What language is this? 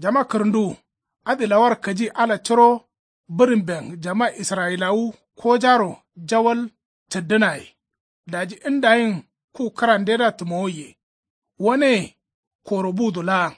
Kanuri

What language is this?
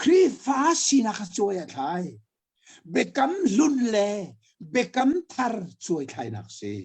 Hakha Chin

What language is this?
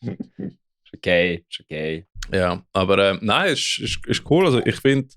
Swiss German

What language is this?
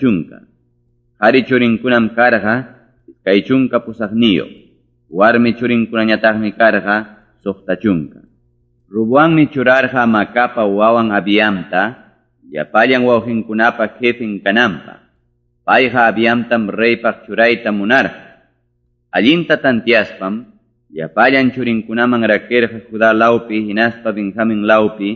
Ayacucho Quechua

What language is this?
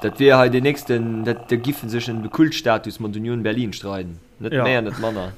Luxembourgish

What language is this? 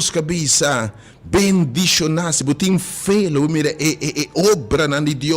Papiamento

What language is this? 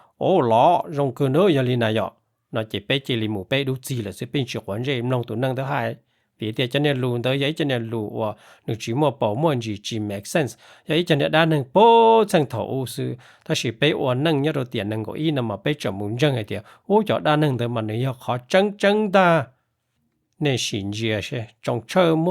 Hmong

